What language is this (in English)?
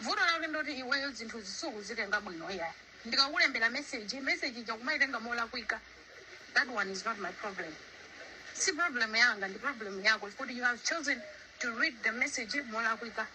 Nyanja